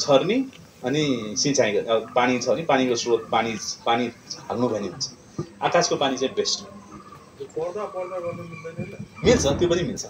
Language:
Nepali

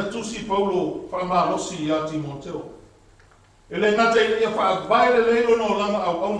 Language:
Samoan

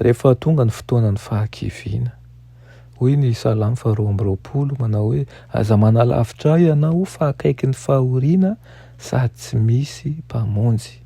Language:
Malagasy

